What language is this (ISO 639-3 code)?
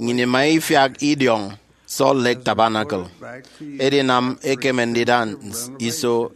efi